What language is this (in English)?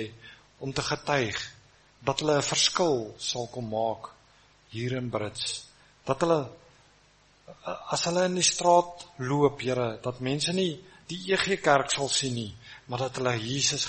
Afrikaans